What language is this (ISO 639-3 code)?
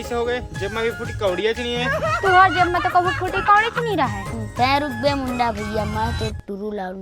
hne